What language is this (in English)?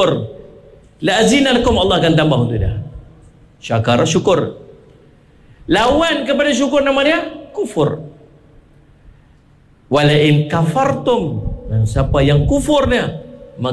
Malay